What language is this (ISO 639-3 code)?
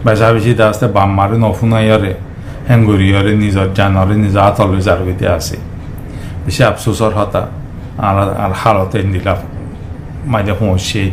rhg